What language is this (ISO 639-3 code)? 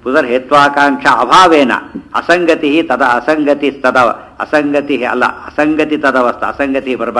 kan